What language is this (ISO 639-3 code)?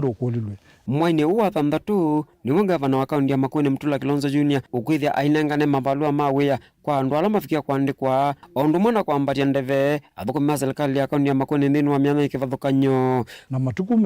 kam